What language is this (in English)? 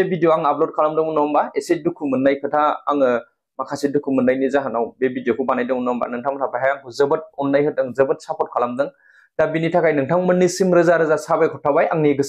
Bodo